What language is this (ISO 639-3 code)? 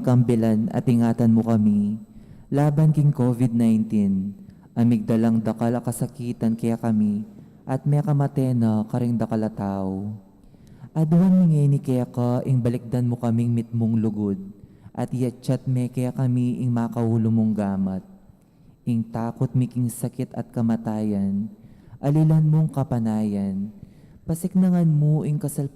pam